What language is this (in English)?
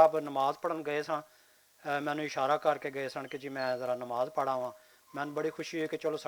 Western Panjabi